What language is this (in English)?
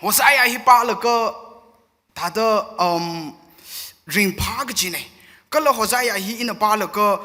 Tangkhul Naga (India)